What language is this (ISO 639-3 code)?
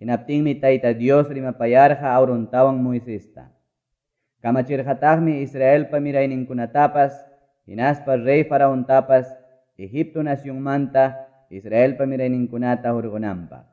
que